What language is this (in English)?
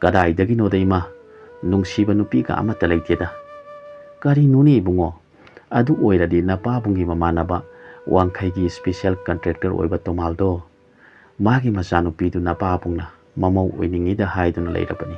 Manipuri